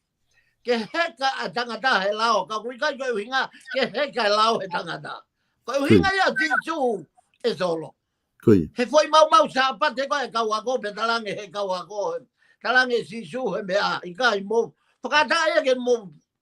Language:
Tongan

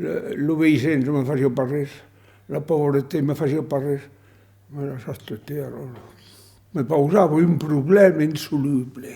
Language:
Occitan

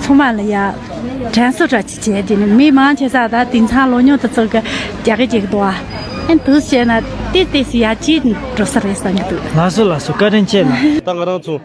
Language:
Tibetan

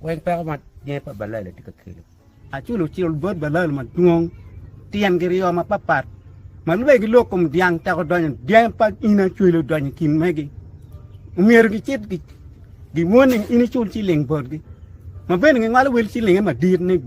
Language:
Acoli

